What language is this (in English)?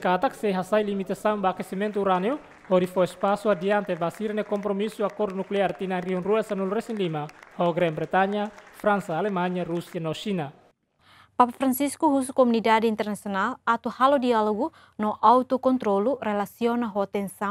Tetum